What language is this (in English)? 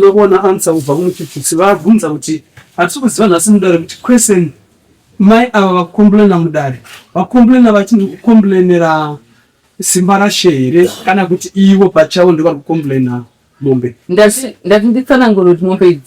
Shona